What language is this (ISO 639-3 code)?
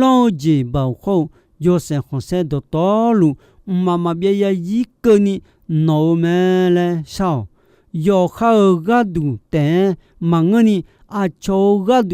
ahk